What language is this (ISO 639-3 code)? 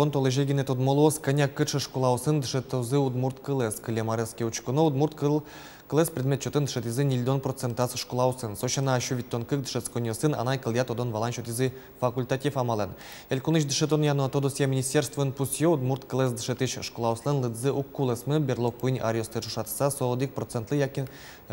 udm